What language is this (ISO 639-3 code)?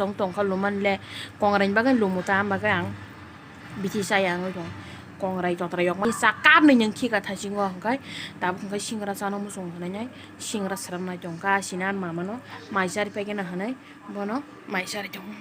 trp